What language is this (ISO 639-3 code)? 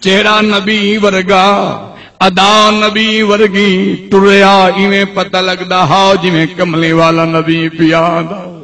skr